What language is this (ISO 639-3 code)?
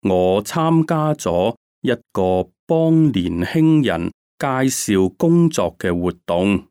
yue